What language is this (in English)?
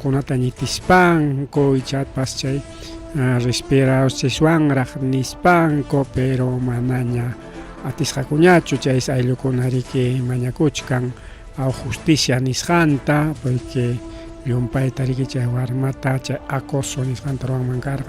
Ayacucho Quechua